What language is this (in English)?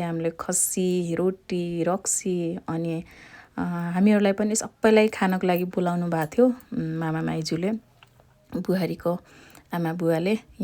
Nepali